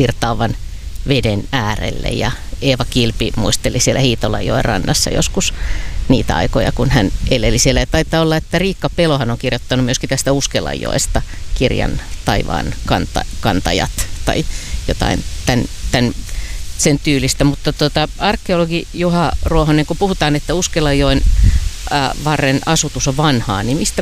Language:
Finnish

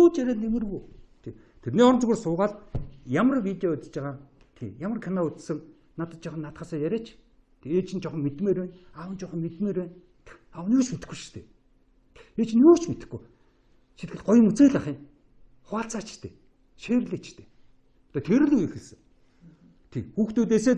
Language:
Mongolian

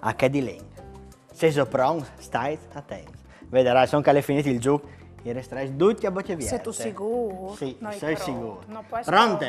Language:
Friulian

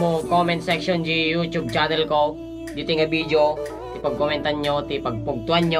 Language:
Iloko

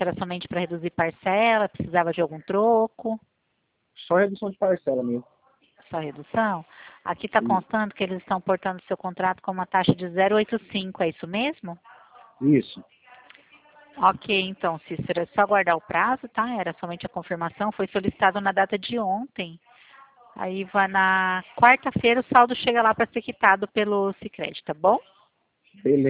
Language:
Portuguese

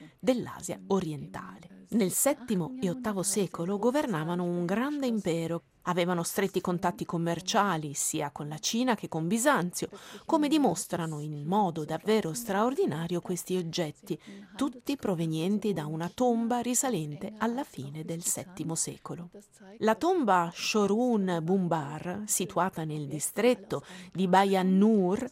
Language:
Italian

